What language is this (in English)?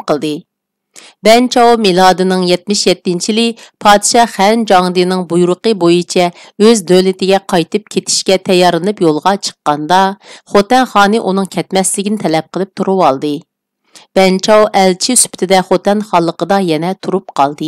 Uyghur